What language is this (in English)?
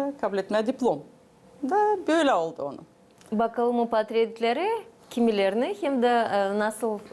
Gagauz